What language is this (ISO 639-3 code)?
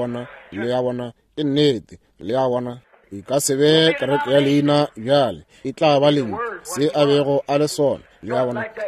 nso